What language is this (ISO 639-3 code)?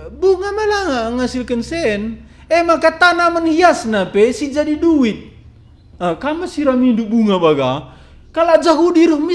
btx